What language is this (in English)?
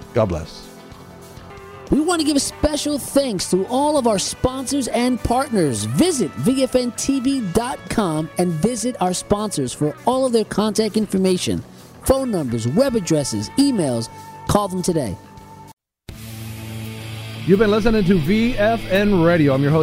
English